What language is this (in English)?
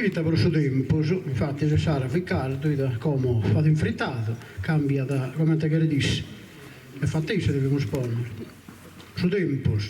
Sardinian